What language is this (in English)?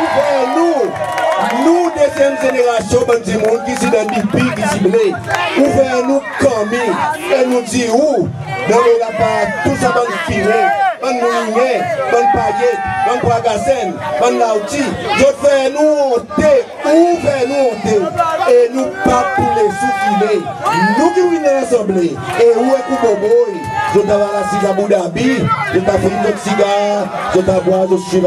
Seselwa Creole French